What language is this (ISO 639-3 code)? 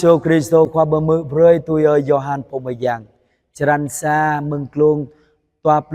jra